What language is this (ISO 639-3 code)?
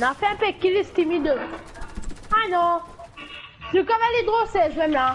mfe